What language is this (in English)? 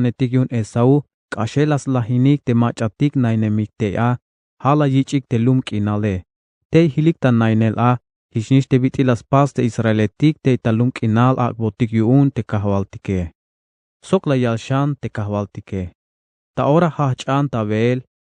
Tzeltal